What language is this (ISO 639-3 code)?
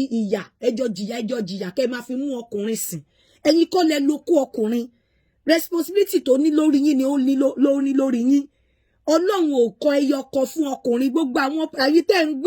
yor